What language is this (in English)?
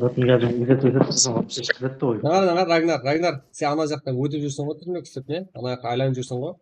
Kara-Kalpak